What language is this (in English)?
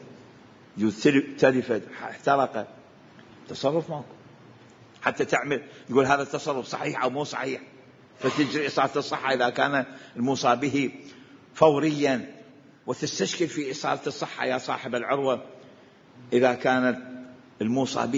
Mesopotamian Arabic